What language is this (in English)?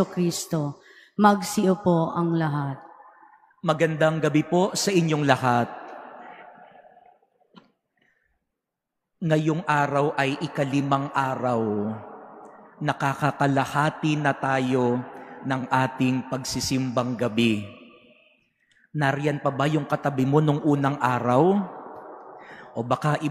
Filipino